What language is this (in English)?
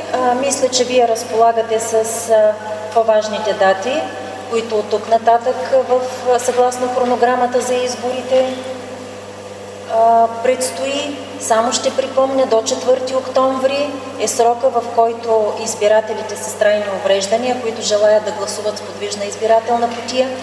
Bulgarian